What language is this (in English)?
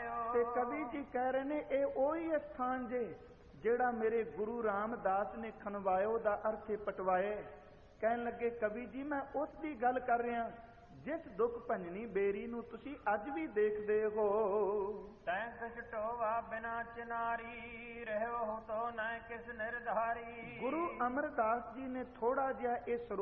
Punjabi